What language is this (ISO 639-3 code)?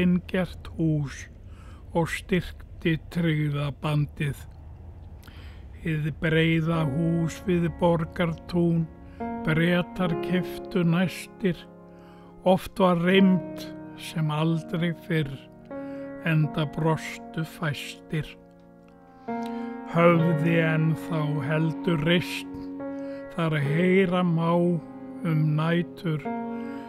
isl